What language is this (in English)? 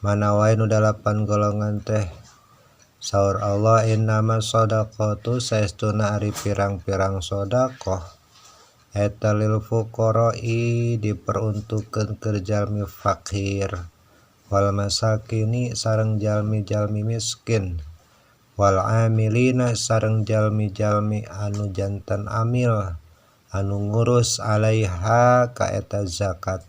Sundanese